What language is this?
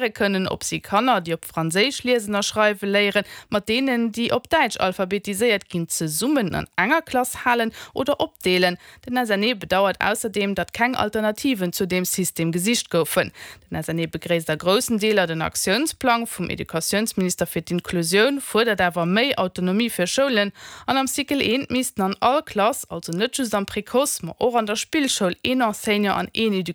Luxembourgish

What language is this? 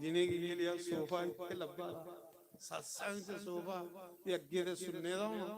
Dogri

